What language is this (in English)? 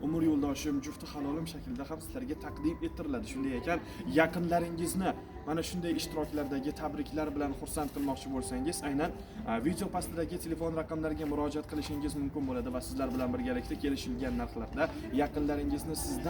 Uzbek